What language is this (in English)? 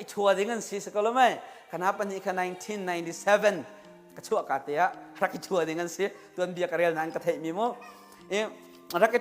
Hakha Chin